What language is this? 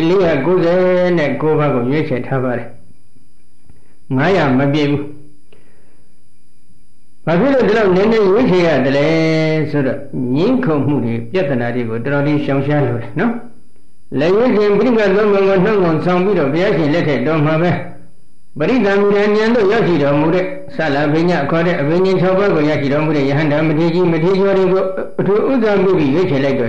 Burmese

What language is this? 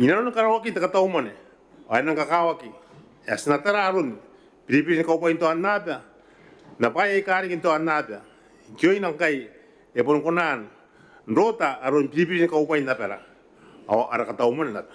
Gilbertese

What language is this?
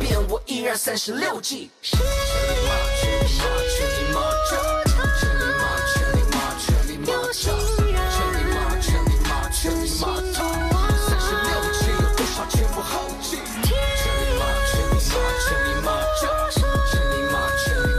Chinese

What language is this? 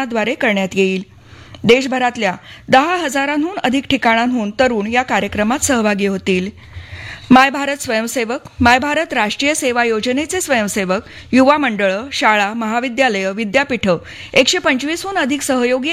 Marathi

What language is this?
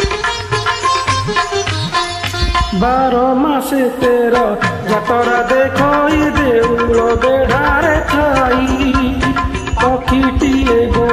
Odia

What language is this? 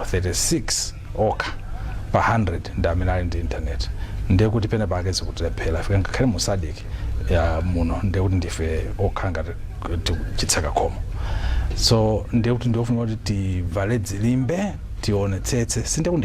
Nyanja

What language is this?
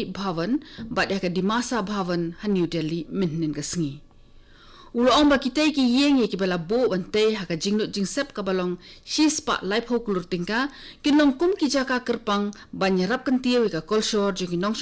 Khasi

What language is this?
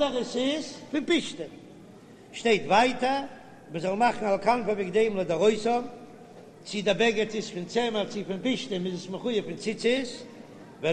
Yiddish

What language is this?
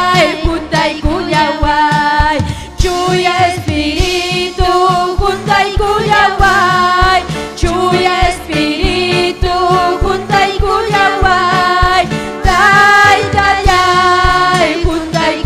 Ayacucho Quechua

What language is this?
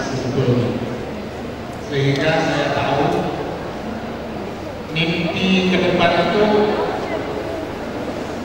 Indonesian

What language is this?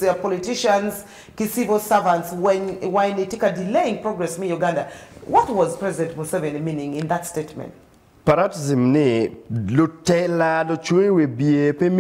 Acoli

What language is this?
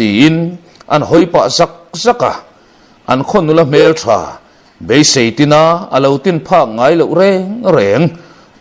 Mizo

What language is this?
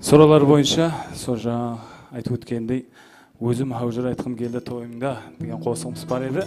Kara-Kalpak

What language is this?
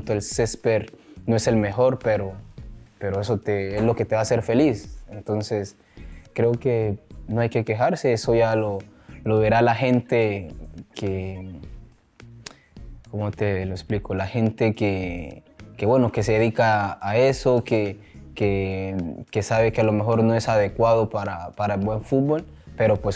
Spanish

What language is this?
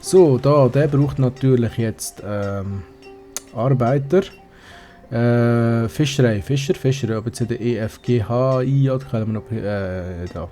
Swiss German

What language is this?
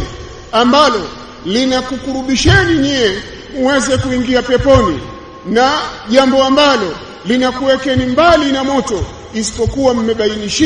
Swahili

